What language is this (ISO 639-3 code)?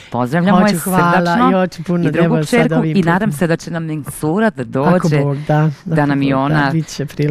bos